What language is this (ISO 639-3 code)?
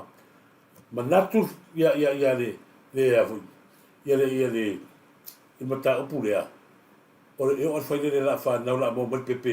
smo